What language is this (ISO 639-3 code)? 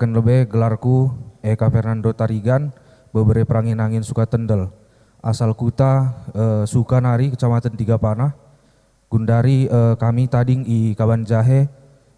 btx